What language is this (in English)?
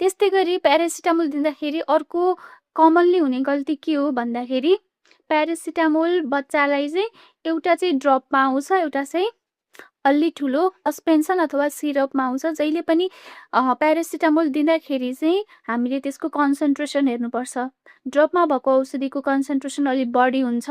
Nepali